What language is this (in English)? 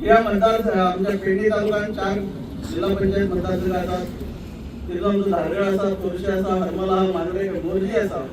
Konkani